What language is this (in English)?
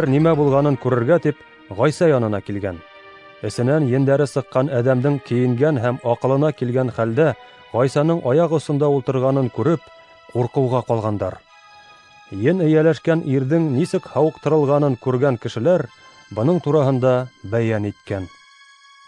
Bashkir